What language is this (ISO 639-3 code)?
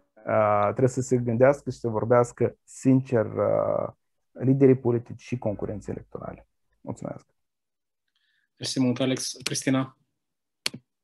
ron